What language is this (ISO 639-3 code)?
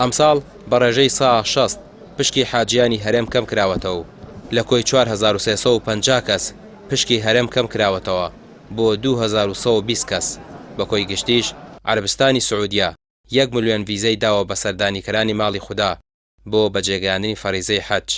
ckb